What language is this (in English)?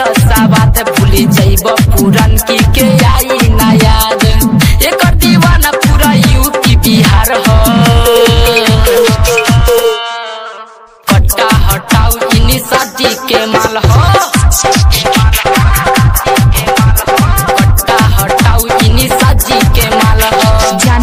Bhojpuri